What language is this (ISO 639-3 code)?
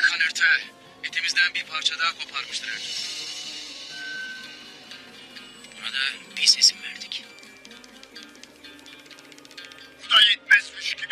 tur